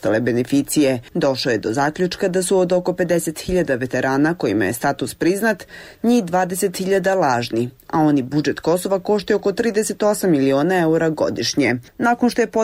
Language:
Bosnian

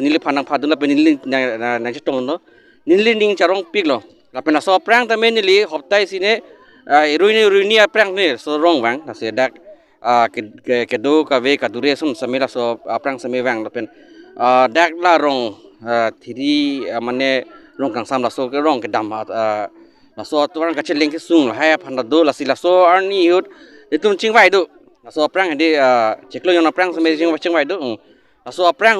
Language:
Karbi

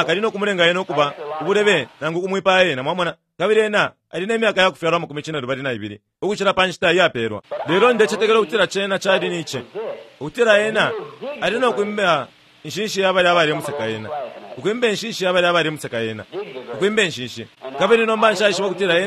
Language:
Bemba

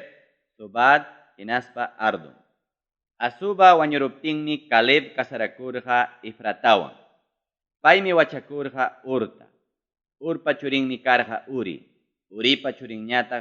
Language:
Ayacucho Quechua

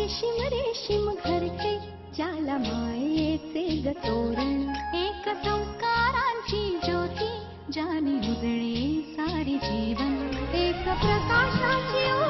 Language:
Marathi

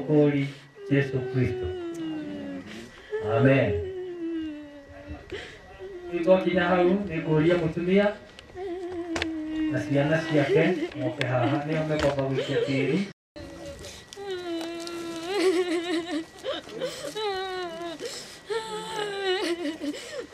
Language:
Kikuyu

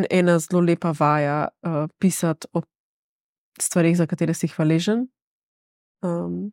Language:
Slovenian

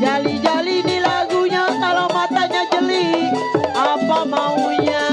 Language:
Betawi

